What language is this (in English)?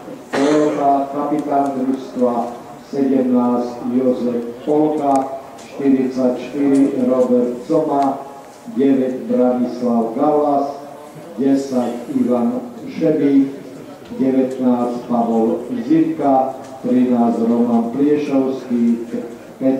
Slovak